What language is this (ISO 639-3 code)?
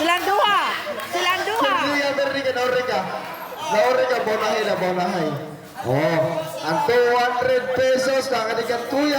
ceb